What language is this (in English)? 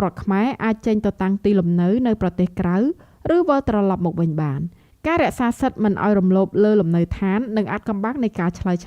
Khmer